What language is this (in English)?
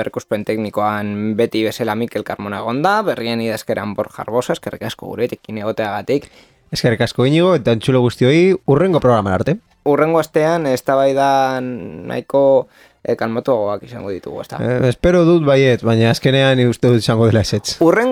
Basque